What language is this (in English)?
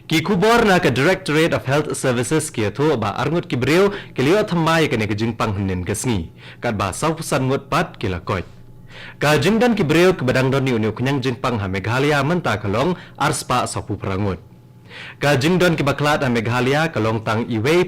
Khasi